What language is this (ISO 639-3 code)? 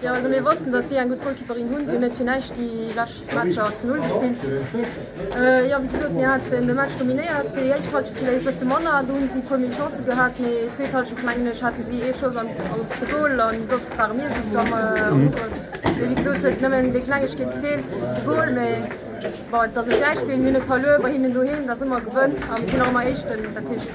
ltz